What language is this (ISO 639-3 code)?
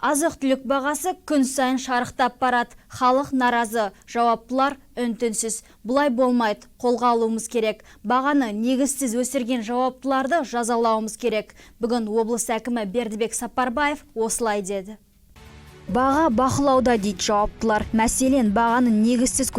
kaz